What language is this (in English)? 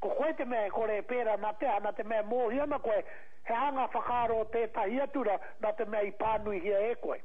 Māori